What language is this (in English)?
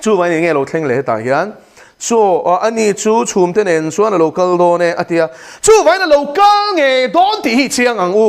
Mizo